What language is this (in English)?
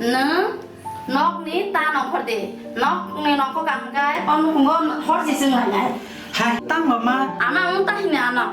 Kok Borok